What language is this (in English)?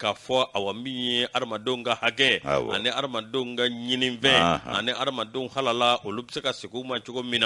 Bambara